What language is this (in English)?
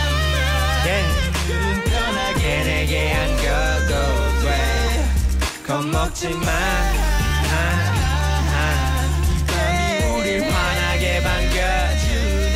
Korean